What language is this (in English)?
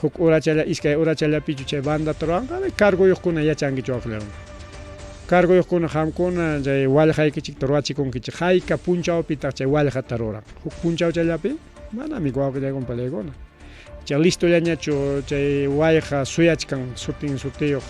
Ayacucho Quechua